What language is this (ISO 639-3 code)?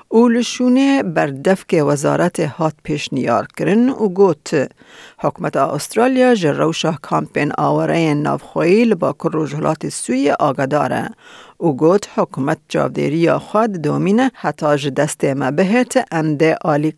kur